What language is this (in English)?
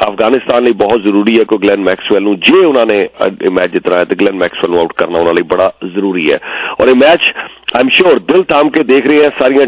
Punjabi